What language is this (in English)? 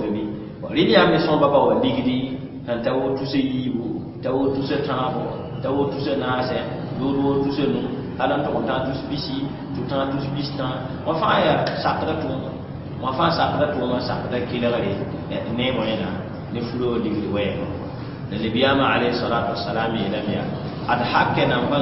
Mossi